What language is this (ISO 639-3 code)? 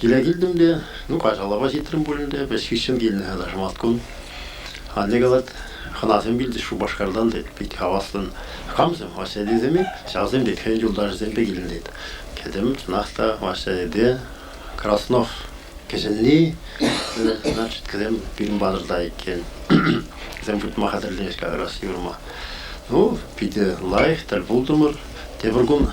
chv